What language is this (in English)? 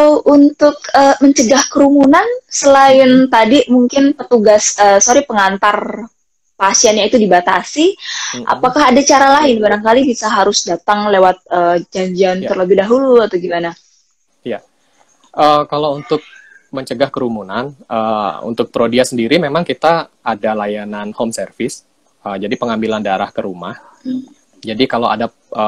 Indonesian